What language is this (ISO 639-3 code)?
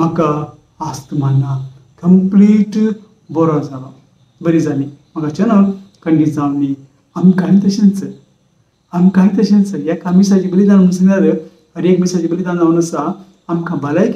kok